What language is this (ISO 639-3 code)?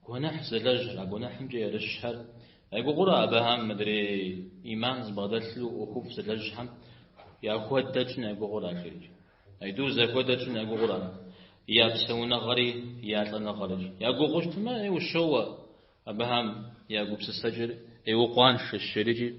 kbd